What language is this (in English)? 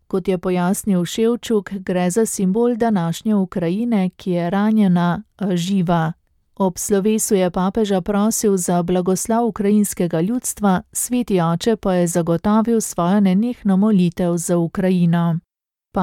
Slovenian